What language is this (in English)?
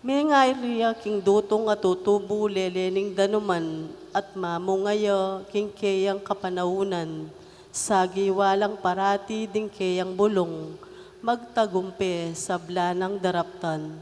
Pampanga